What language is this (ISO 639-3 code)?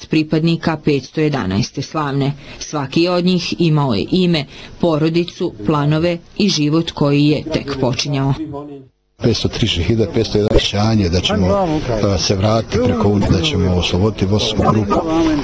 bos